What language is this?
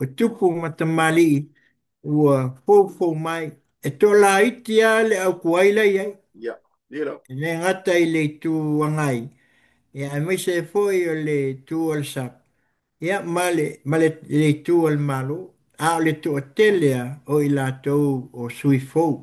Samoan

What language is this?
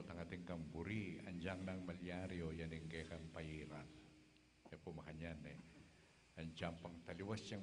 Pampanga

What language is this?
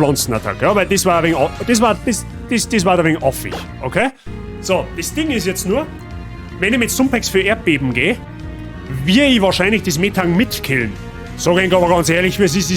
Bavarian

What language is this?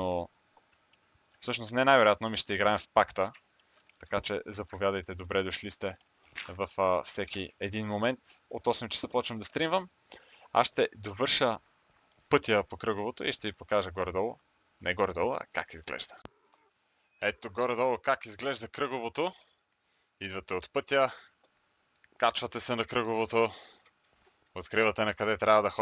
Bulgarian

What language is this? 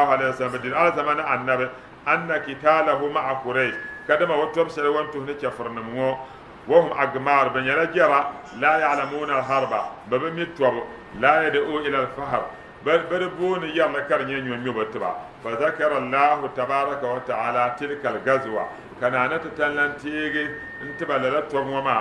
Dagbani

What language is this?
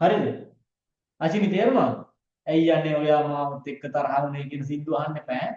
Sinhala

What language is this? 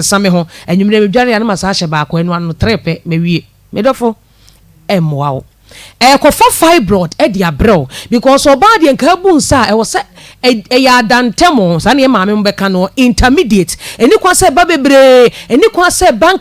Akan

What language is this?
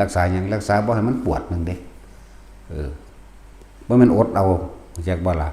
Northeastern Thai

